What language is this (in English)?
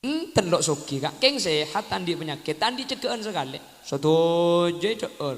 Madurese